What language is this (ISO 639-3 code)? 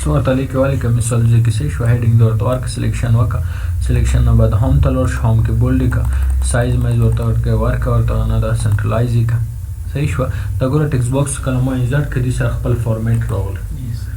pus